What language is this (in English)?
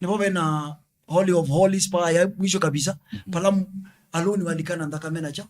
Kamba